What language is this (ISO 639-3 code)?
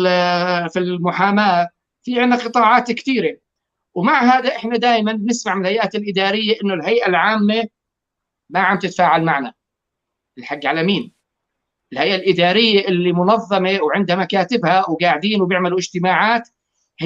apc